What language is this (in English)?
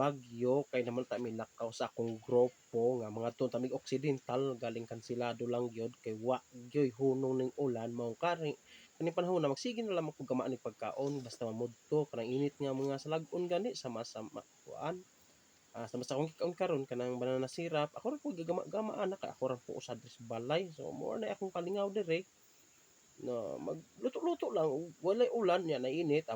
Cebuano